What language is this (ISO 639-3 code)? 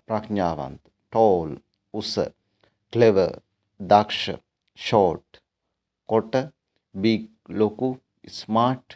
sin